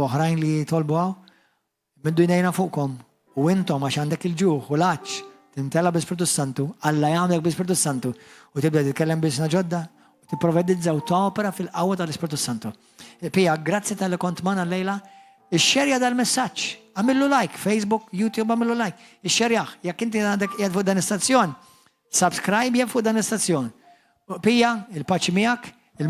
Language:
Maltese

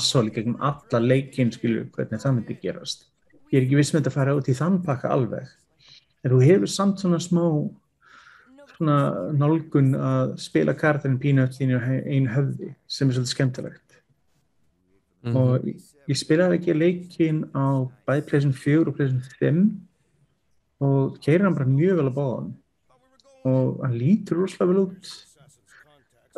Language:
Icelandic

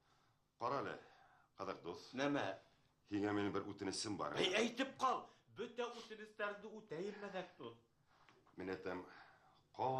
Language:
Bashkir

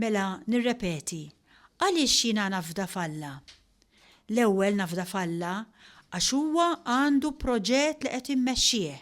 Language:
Maltese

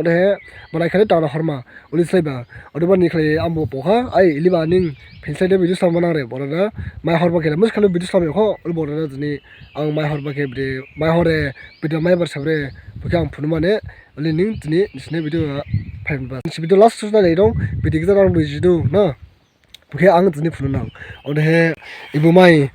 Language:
Dimasa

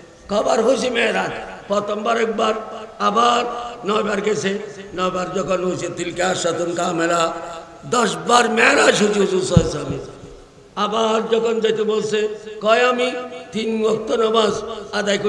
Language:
Bangla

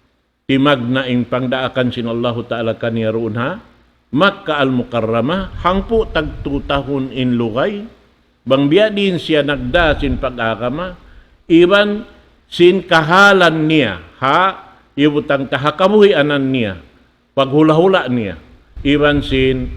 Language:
Tausug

